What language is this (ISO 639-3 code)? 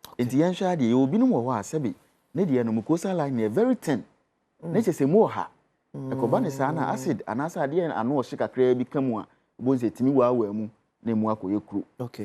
aka